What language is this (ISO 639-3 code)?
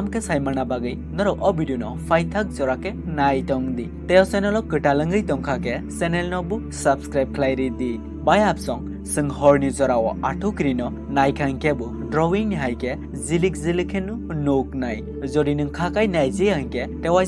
trp